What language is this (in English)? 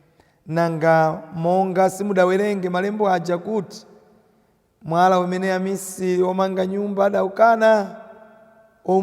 Nyanja